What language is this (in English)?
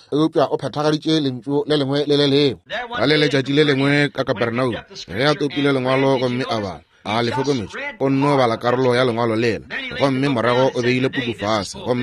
Northern Sotho